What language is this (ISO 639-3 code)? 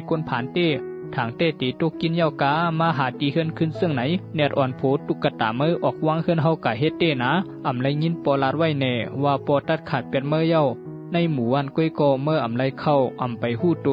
shn